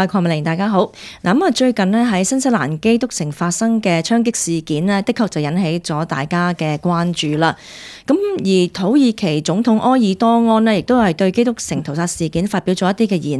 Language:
Cantonese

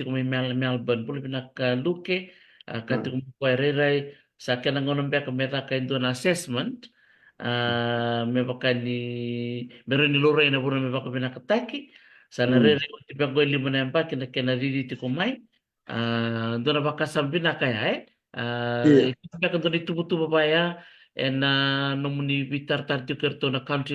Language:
Fijian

